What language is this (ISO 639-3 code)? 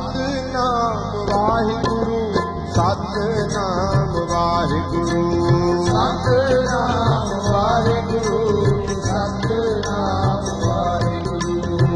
pan